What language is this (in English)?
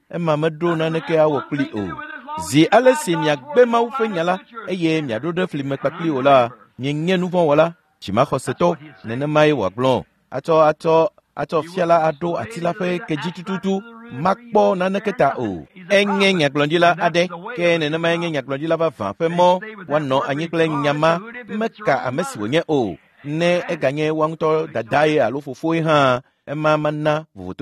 Ewe